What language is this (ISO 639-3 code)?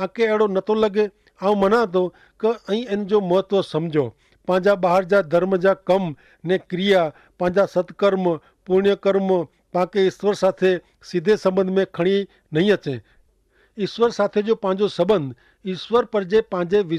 kfr